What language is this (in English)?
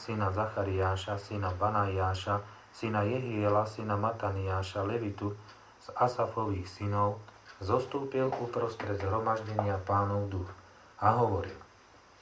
Slovak